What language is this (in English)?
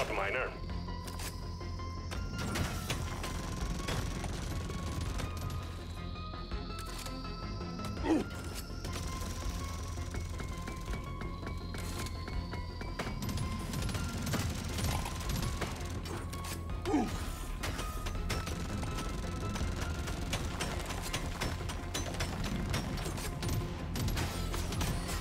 English